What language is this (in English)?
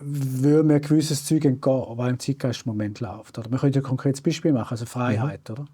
Swiss German